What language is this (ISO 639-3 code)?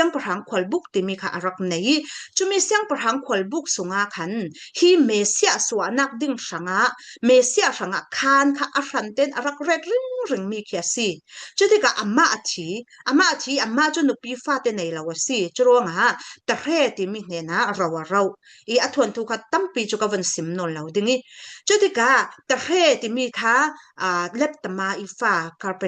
cfm